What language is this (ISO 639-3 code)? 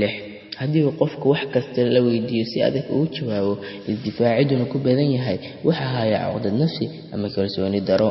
som